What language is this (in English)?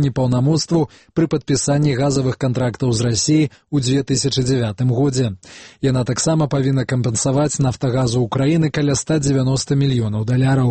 Belarusian